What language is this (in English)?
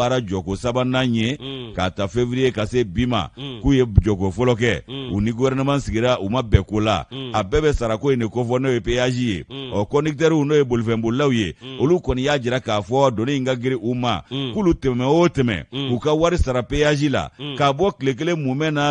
Bambara